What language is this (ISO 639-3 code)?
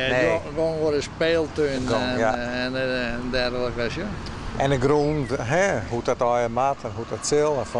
fry